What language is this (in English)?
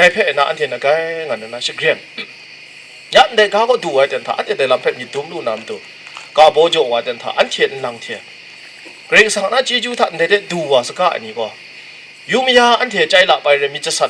Kachin